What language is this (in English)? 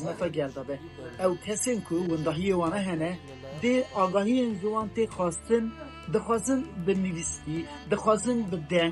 Kurdish